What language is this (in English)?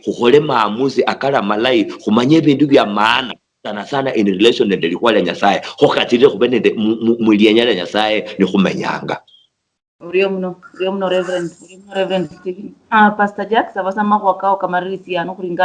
Luyia